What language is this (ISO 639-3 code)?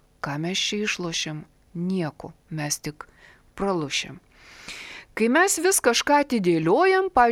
lit